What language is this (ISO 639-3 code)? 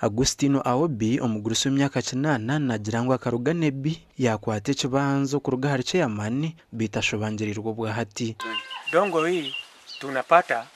nyn